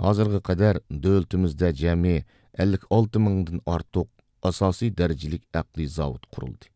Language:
Uyghur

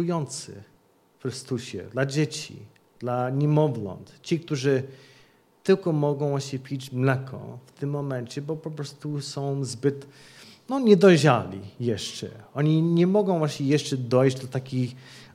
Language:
Polish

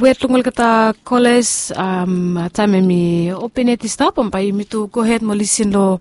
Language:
Bislama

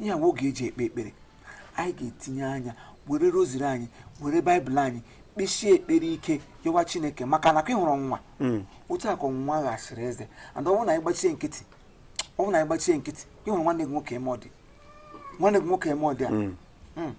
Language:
Igbo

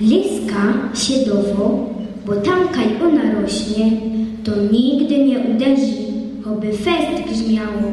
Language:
Silesian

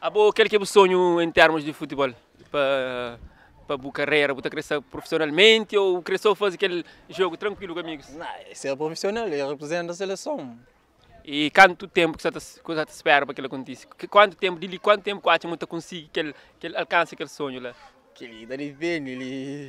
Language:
Kabuverdianu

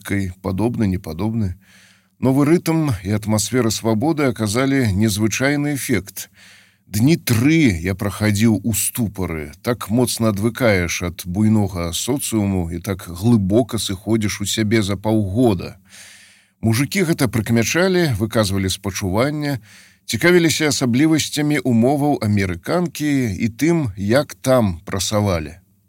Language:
Belarusian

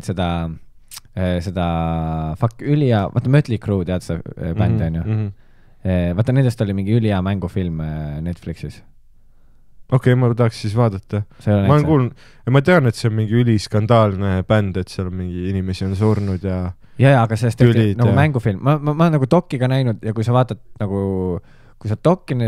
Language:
Estonian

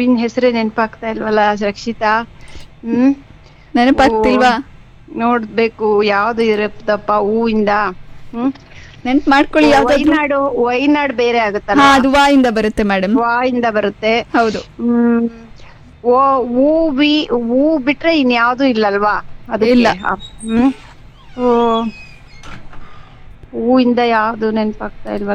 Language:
Kannada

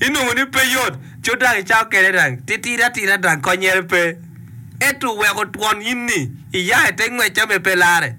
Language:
Acoli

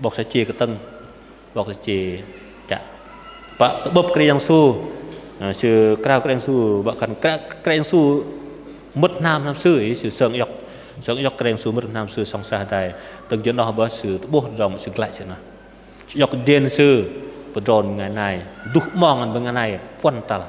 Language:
Bahnar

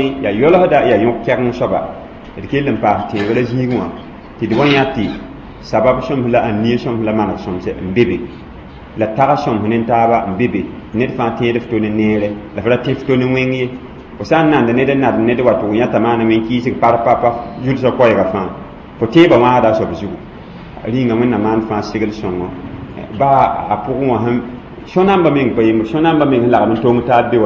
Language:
Mossi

